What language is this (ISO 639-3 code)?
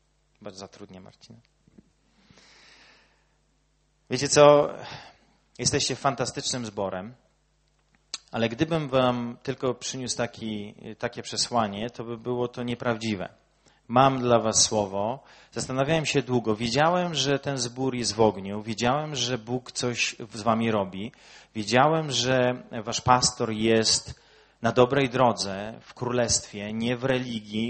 pol